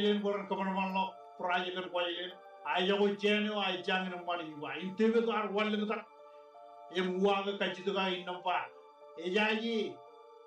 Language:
Marshallese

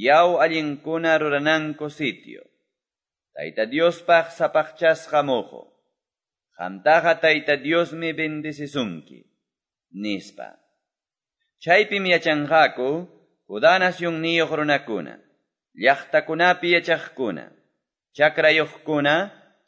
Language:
Quechua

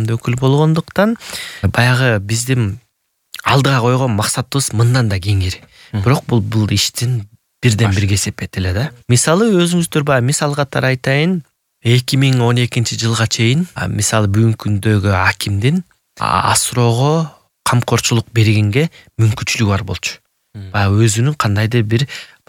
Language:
Kyrgyz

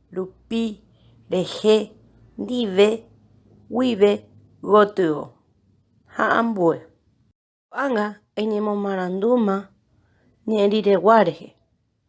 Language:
Guarani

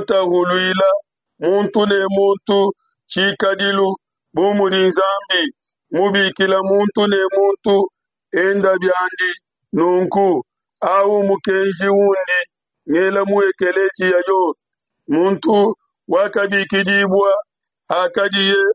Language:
Luba-Lulua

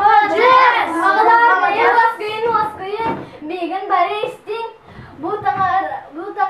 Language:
Yakut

